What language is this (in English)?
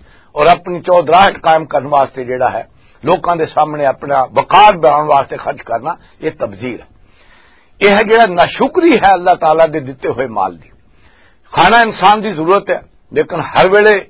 Western Panjabi